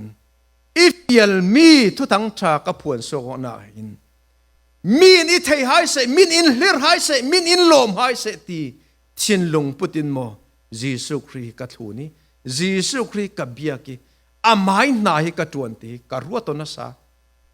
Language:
Falam Chin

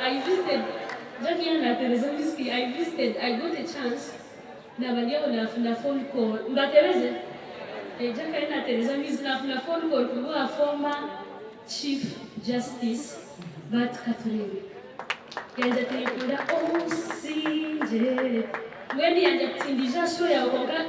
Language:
Nyankole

